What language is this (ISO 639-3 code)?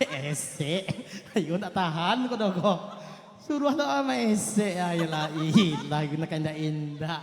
min